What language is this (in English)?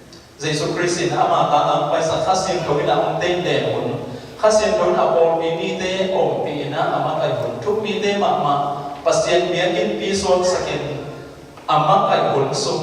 Tedim Chin